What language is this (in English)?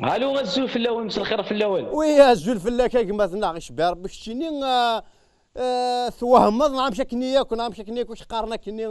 Kabyle